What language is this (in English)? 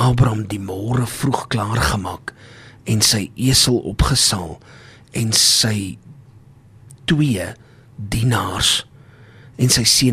Afrikaans